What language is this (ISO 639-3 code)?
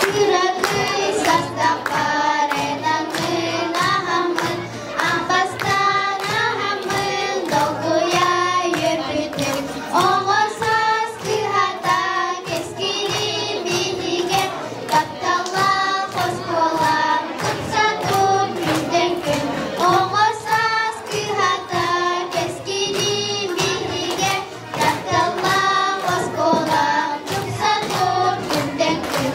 sah